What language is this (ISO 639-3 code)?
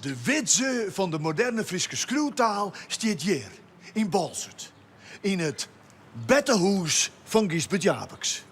fry